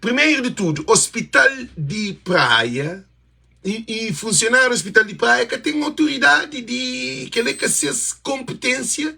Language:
Kabuverdianu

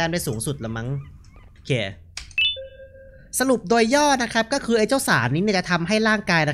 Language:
Thai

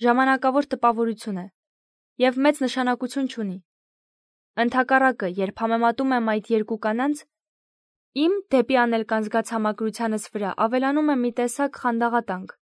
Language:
Armenian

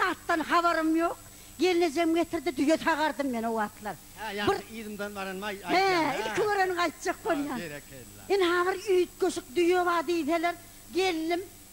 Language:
Turkmen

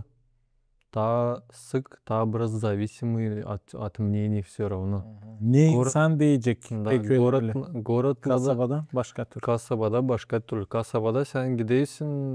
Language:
Gagauz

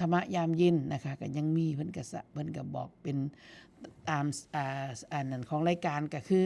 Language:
Northeastern Thai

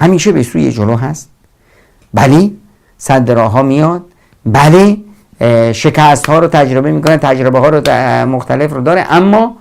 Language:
Persian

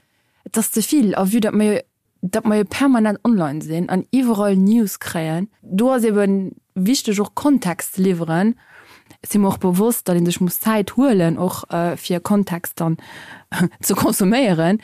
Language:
Luxembourgish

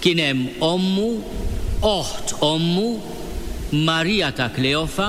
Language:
Maltese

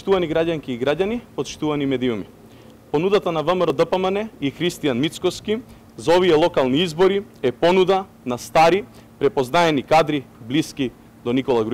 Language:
Macedonian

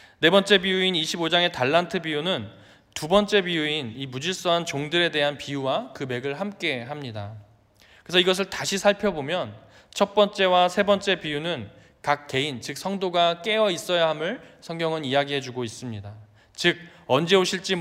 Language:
Korean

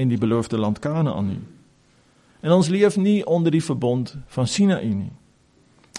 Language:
Afrikaans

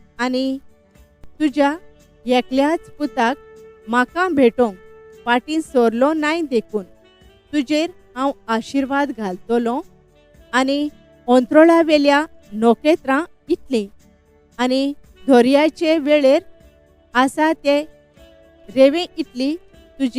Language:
Konkani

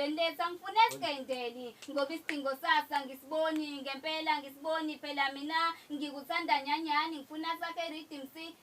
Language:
Zulu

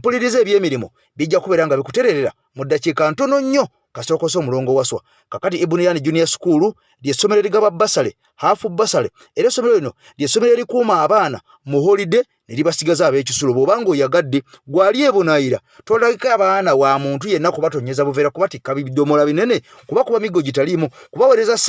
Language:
Ganda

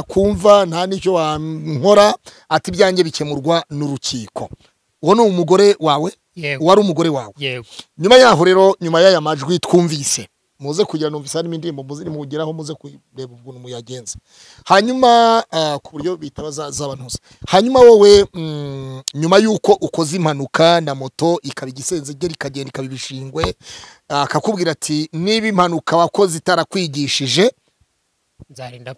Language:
Kinyarwanda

